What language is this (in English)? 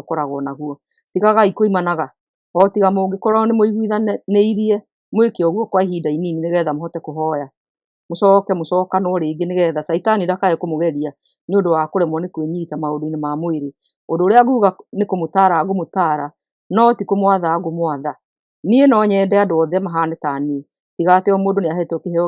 Kikuyu